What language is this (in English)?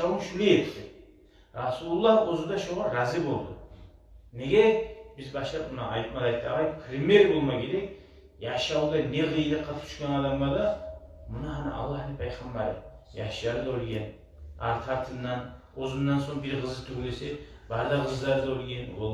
Kumyk